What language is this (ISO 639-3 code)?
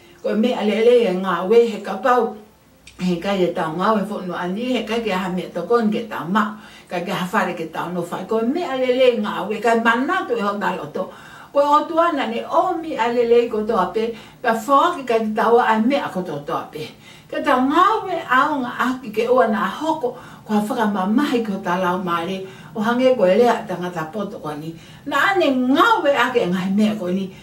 ton